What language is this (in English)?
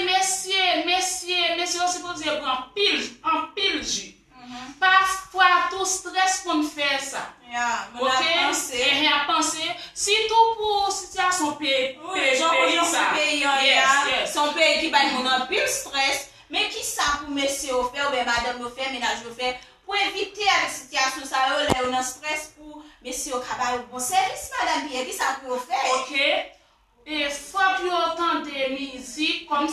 Haitian Creole